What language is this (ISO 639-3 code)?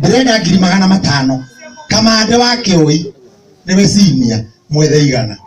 kik